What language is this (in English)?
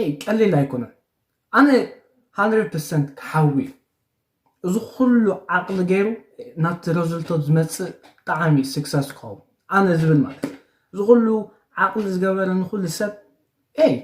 Tigrinya